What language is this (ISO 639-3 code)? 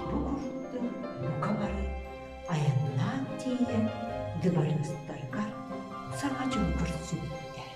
sah